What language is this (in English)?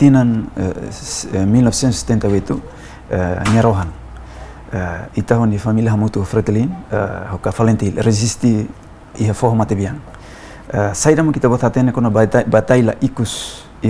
Tetum